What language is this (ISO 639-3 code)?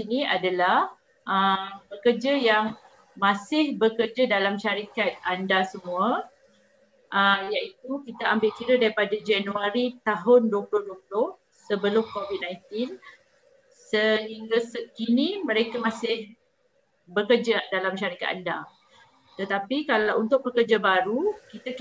msa